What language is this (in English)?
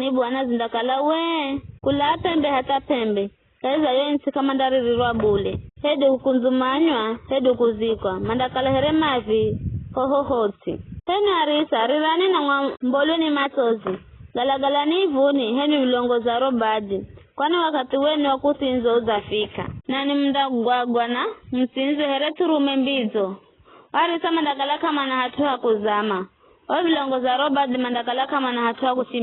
Giryama